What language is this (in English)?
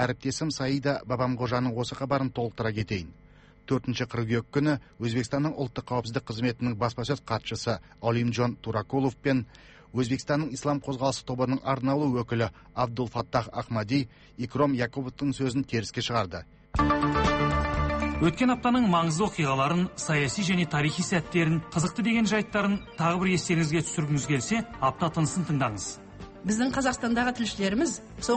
Kazakh